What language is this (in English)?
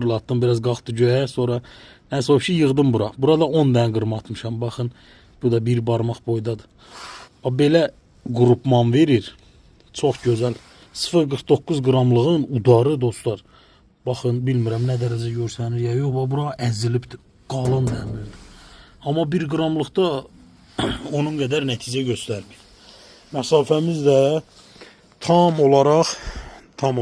Azerbaijani